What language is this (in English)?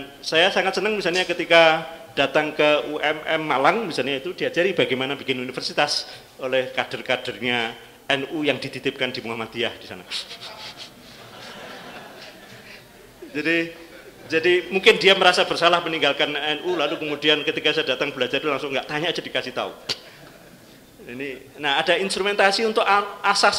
Indonesian